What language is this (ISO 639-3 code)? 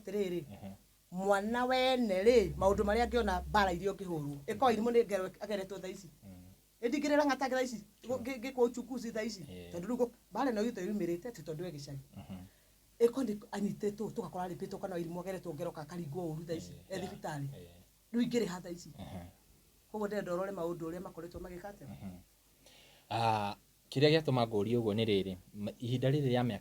kik